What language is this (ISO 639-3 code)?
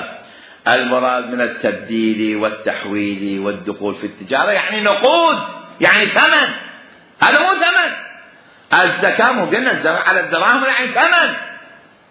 acm